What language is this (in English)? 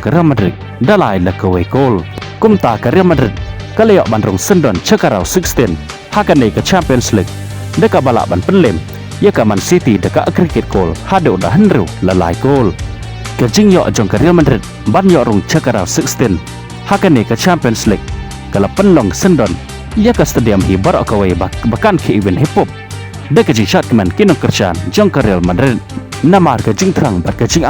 Khasi